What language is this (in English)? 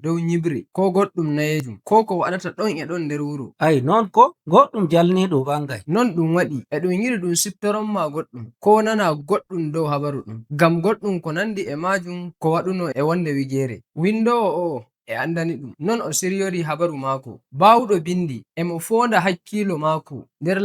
Nigerian Fulfulde